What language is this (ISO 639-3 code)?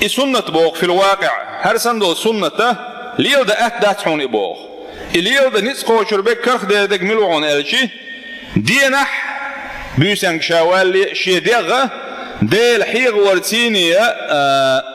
che